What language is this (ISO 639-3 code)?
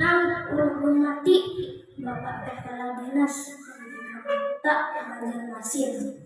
bjn